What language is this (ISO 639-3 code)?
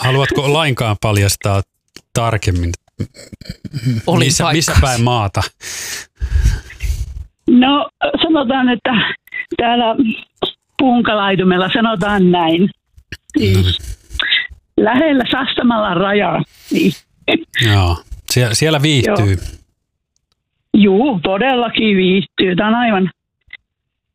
fin